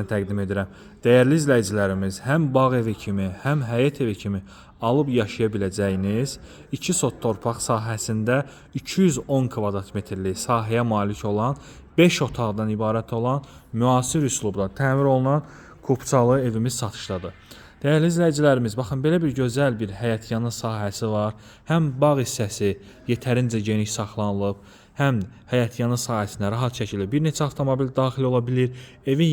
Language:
Azerbaijani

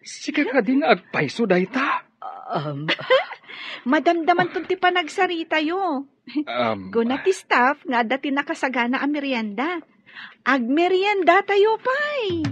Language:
Iloko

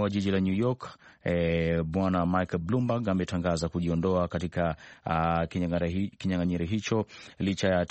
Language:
Swahili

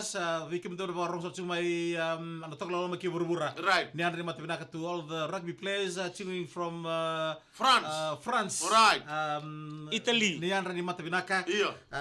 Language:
Fijian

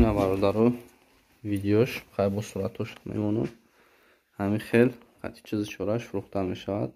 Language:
Tajik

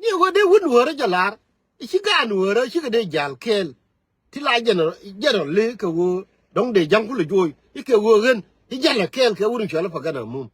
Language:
Nuer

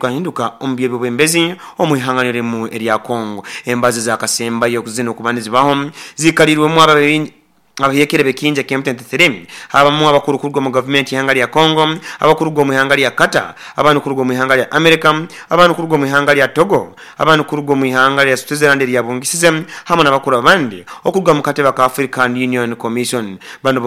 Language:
Nyoro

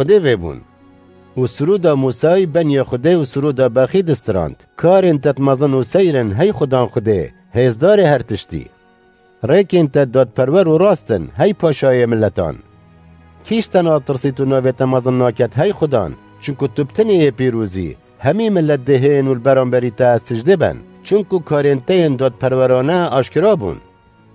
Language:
Kurdish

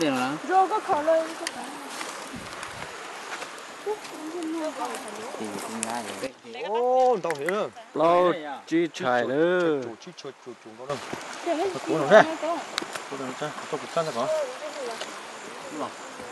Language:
Vietnamese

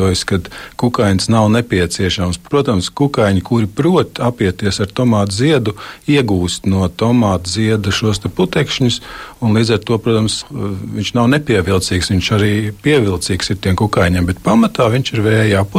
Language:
Latvian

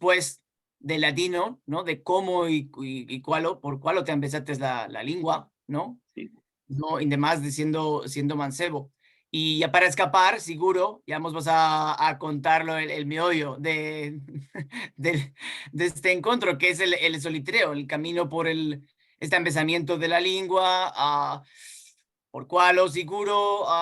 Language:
Ladino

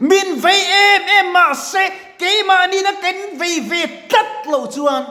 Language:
Mizo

